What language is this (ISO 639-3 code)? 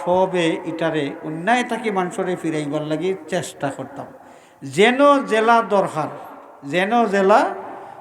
syl